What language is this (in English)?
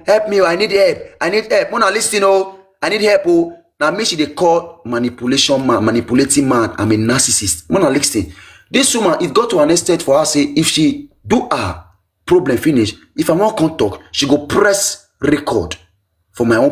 Nigerian Pidgin